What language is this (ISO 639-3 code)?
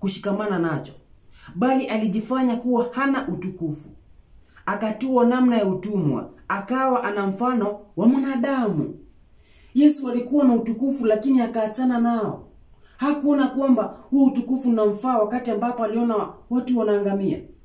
swa